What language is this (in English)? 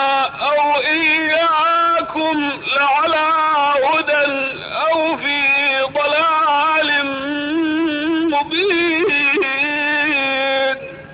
Arabic